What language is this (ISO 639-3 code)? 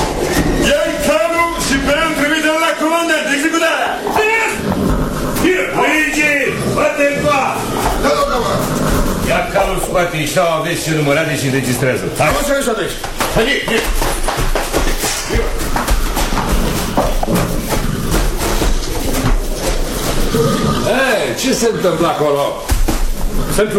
ron